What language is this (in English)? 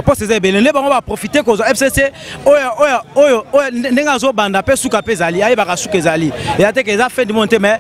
Lingala